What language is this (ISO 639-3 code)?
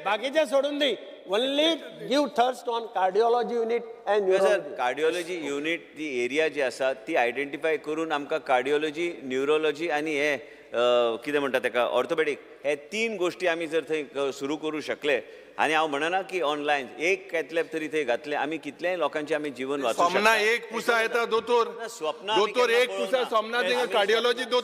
kok